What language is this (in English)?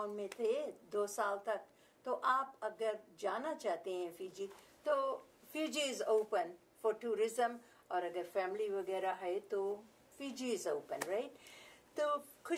Fiji Hindi